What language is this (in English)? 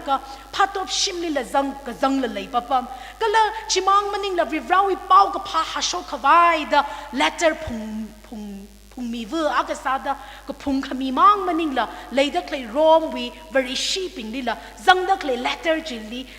Tangkhul Naga (India)